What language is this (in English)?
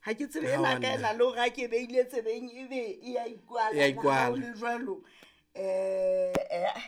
Southern Sotho